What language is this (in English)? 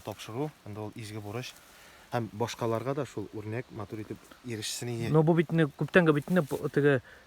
Tatar